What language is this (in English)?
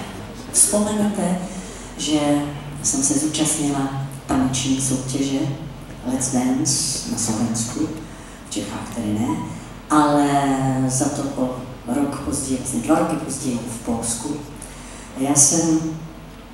Czech